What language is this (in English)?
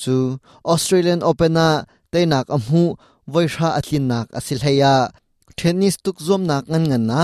Hakha Chin